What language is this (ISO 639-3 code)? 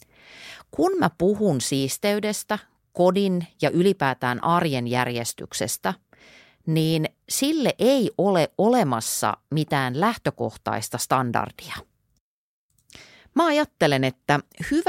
fin